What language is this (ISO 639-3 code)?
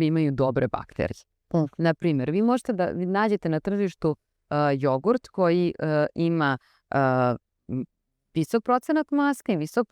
srp